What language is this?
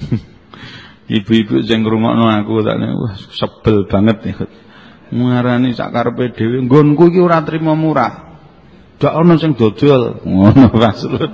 Javanese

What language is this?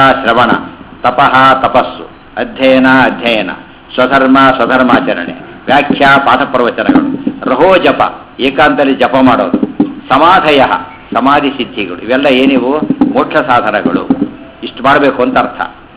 Kannada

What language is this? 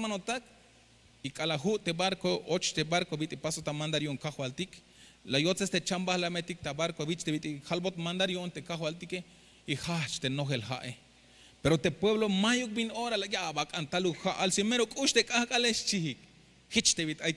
Tzeltal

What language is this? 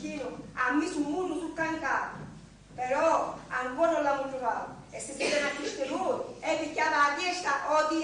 Sicilian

